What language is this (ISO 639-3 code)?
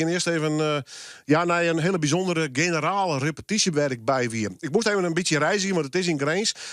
fry